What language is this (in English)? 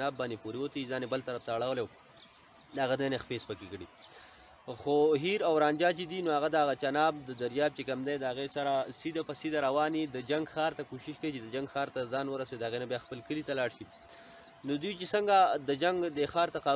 Pashto